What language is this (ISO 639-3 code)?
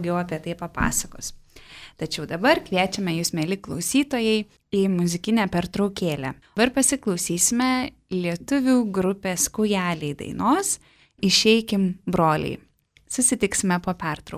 lit